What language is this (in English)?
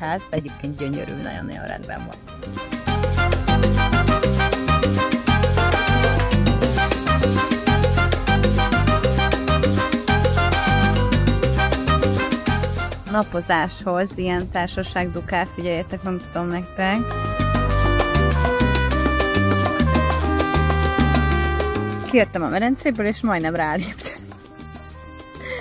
Hungarian